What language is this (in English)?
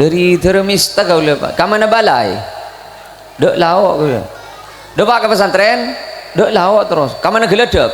Madurese